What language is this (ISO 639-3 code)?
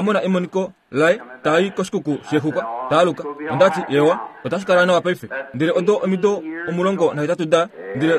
kua